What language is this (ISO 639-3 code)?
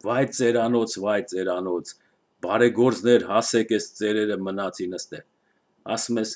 hye